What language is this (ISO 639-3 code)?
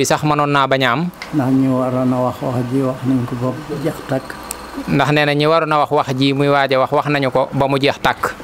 wol